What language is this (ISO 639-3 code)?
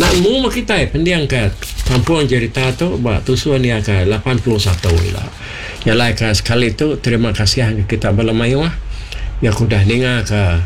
iba